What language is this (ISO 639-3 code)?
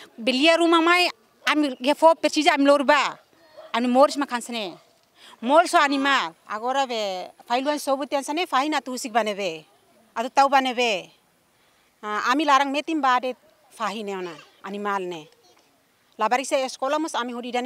tet